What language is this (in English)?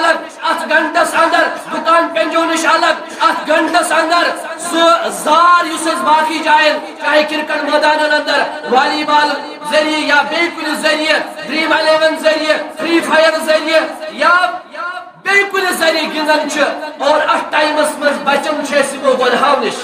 Kashmiri